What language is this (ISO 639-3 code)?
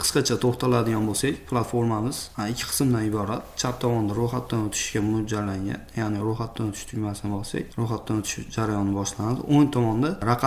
uzb